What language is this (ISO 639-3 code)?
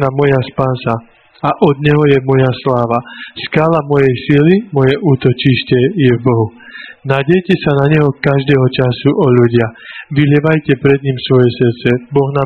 slk